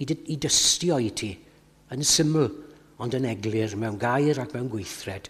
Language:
Welsh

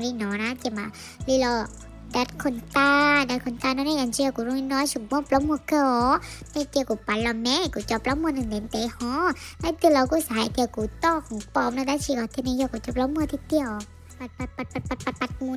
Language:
Hmong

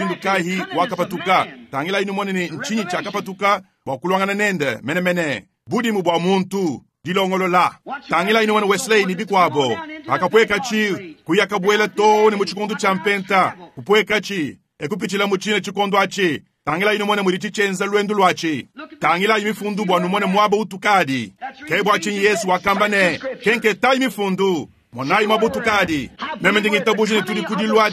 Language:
Luba-Lulua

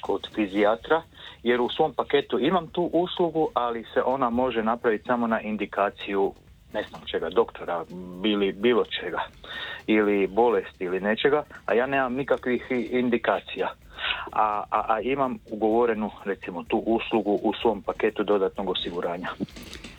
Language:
Croatian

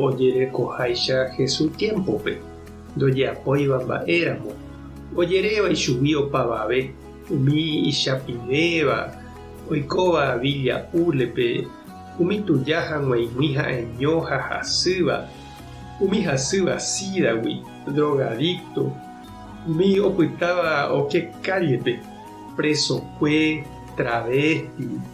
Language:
Guarani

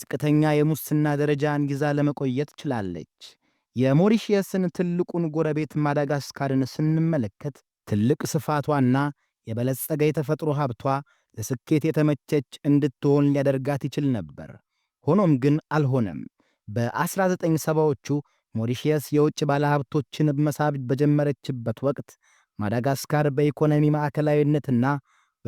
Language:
Amharic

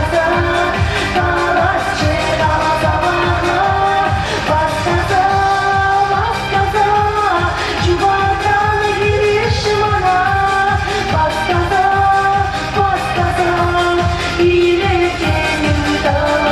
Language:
Chuvash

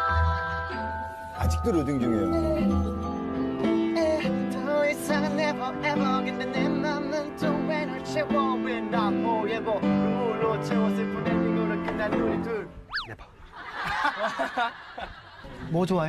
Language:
Korean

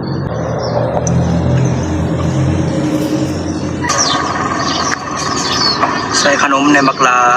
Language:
Lao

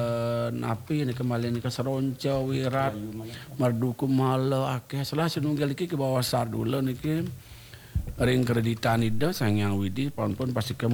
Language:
Balinese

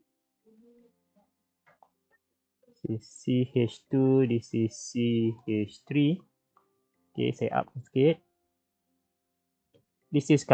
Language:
Malay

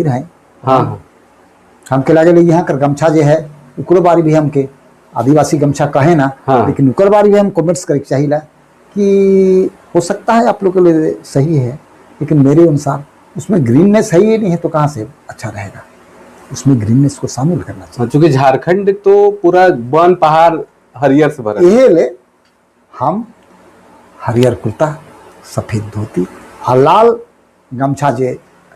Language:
Sadri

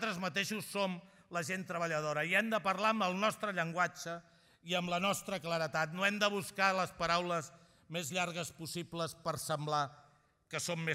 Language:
Catalan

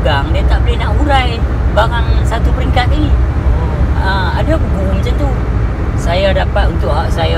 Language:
Malay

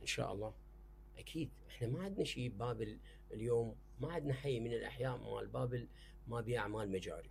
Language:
Mesopotamian Arabic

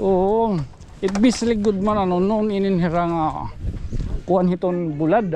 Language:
Waray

